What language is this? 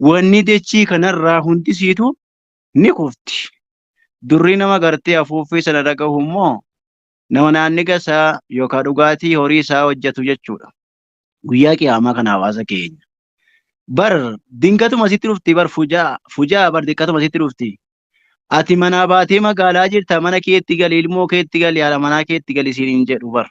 Oromo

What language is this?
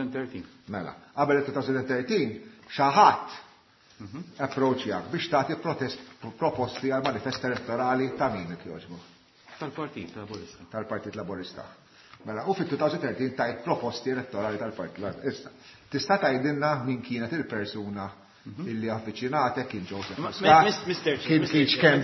Maltese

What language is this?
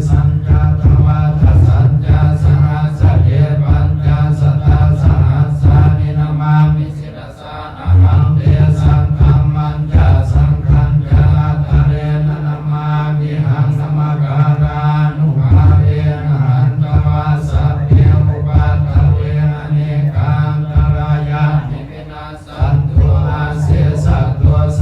Pali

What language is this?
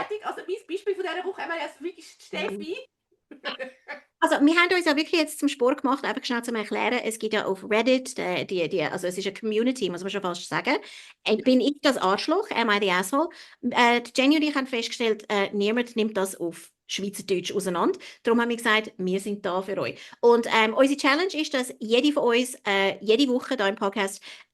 Swiss German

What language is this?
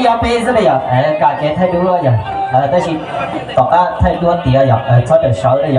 Hmong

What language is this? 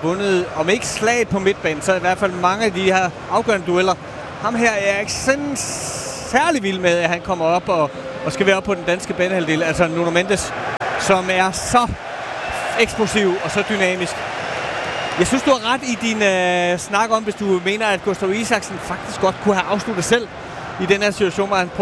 Danish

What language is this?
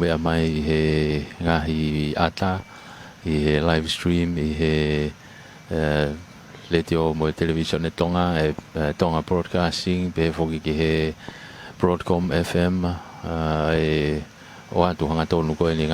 Tongan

